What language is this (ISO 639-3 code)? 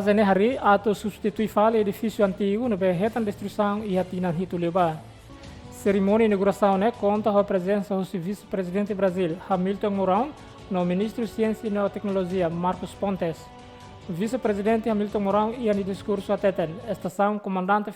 tet